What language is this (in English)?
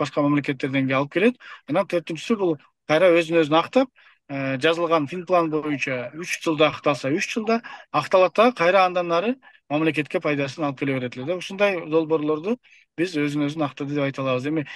Kyrgyz